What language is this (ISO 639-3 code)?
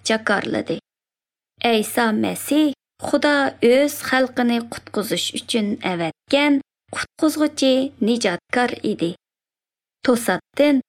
uzb